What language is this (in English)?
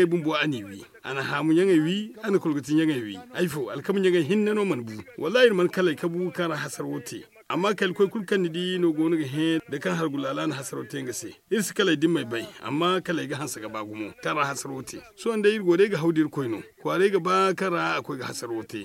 Zarma